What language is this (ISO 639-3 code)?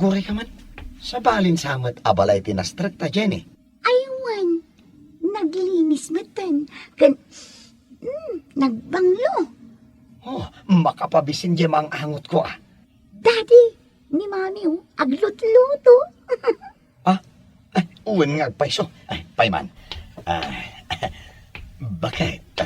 ilo